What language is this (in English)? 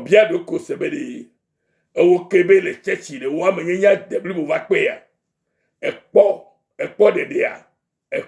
Ewe